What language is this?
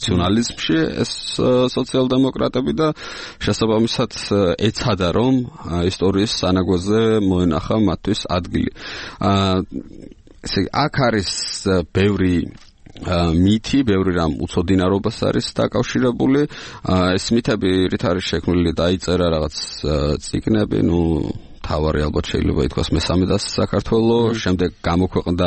Georgian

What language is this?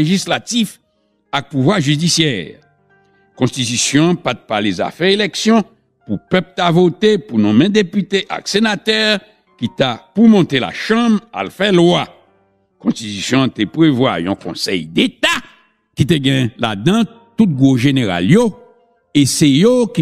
Haitian Creole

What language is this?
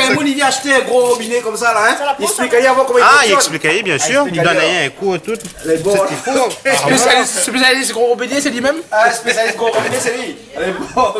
Réunion Creole French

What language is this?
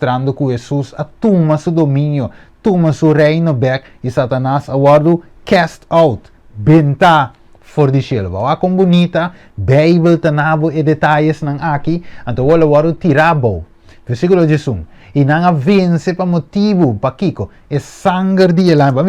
Papiamento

